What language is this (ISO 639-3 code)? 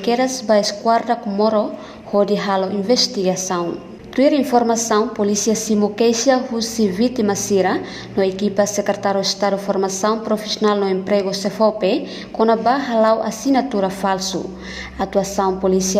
tet